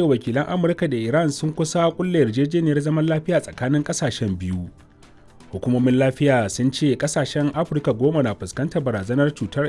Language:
Hausa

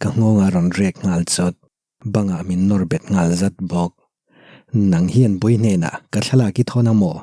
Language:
Mizo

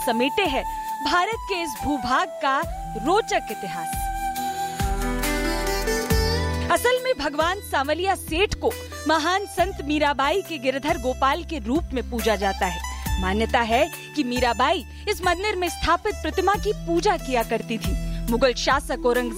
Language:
Hindi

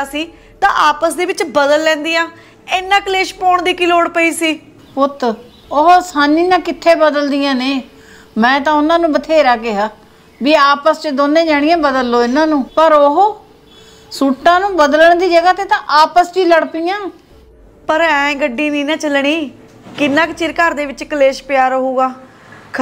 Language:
Punjabi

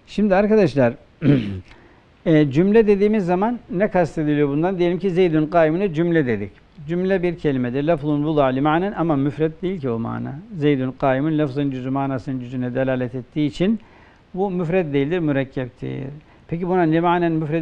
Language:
Turkish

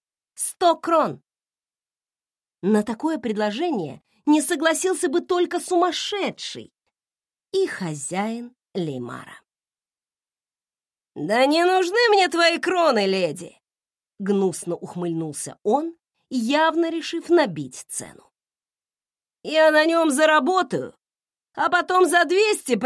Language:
Russian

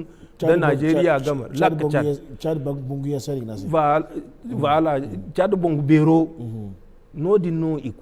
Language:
Zarma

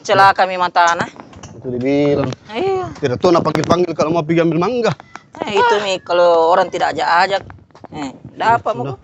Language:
Makassar Malay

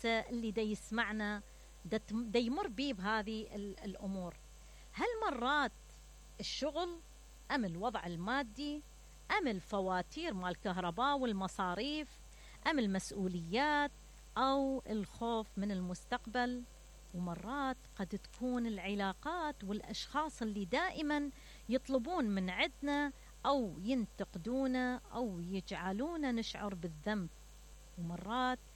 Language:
Mesopotamian Arabic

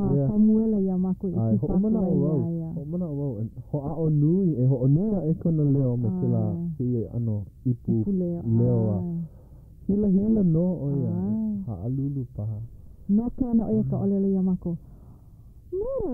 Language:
Hawaiian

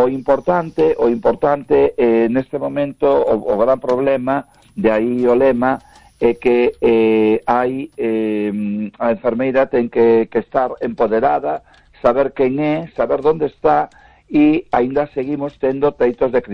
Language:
Galician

